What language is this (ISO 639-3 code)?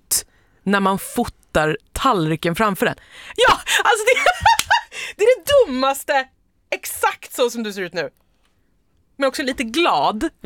swe